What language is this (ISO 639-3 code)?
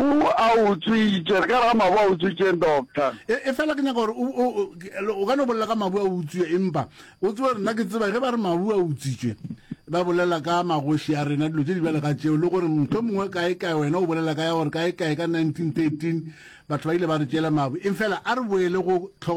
nso